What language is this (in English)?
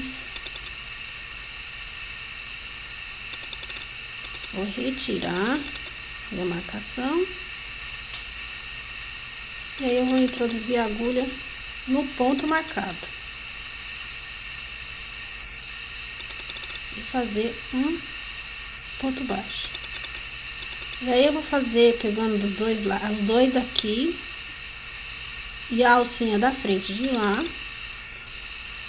Portuguese